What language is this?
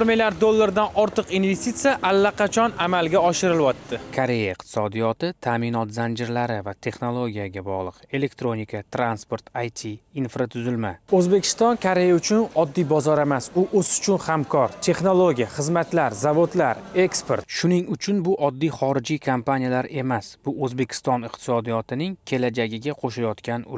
Uzbek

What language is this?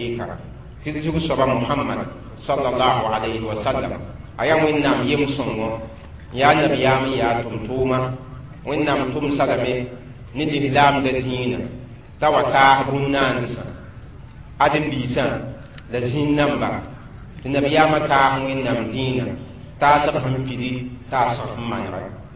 Mossi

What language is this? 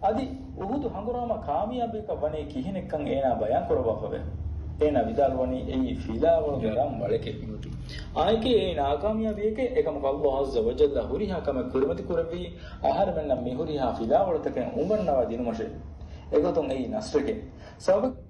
Divehi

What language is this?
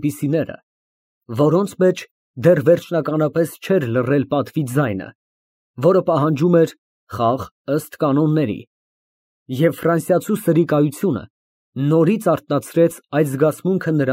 Armenian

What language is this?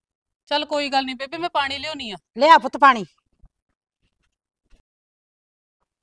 Punjabi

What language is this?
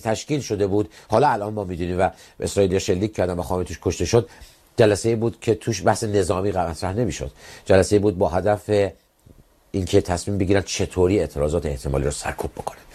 Persian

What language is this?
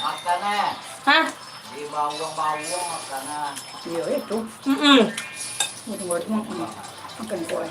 Minangkabau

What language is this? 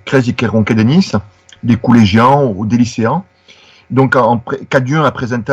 Occitan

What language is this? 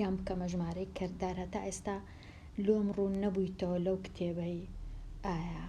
Central Kurdish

